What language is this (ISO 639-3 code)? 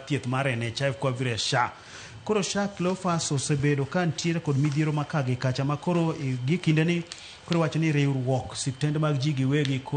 luo